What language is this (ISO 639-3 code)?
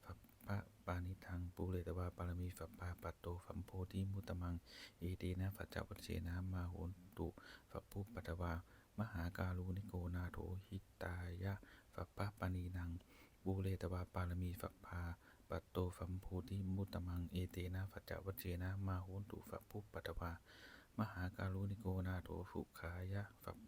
pli